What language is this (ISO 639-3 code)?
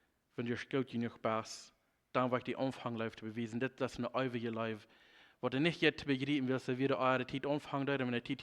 pdt